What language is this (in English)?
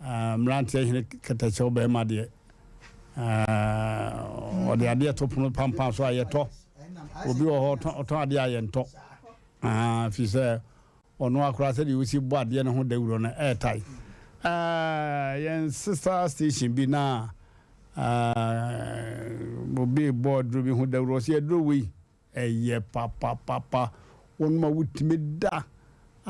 Akan